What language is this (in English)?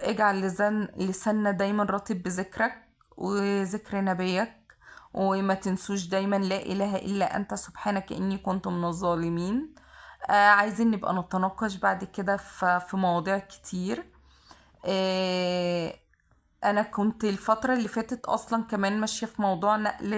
Egyptian Arabic